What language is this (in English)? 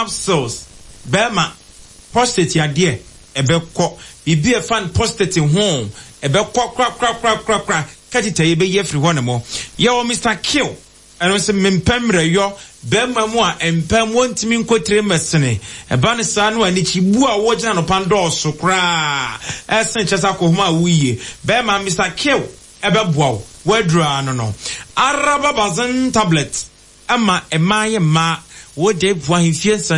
Akan